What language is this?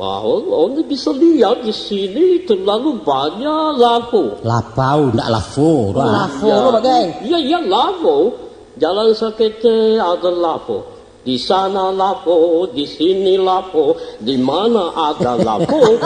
Minangkabau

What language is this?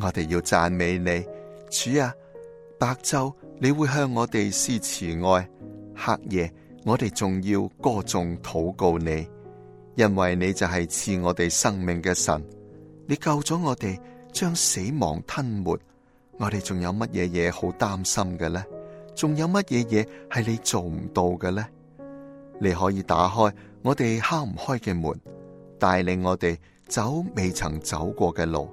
Cantonese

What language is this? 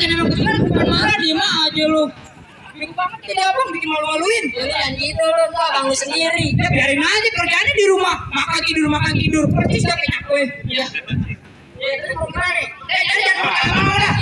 Betawi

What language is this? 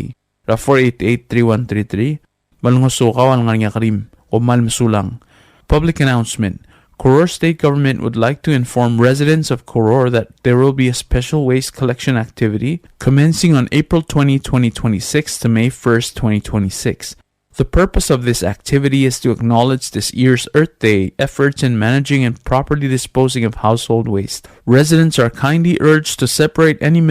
Palauan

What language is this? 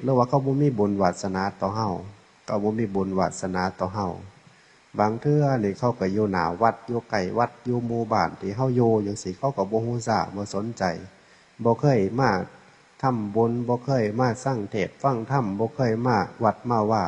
Northeastern Thai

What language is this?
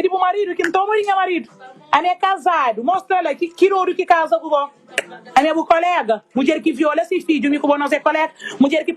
Kabuverdianu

